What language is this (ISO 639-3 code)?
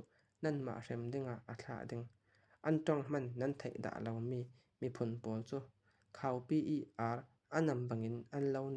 cfm